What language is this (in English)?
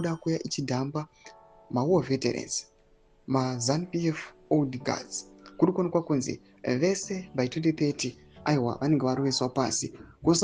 Shona